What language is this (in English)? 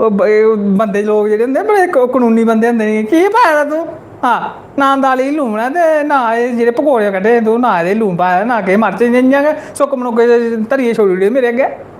Dogri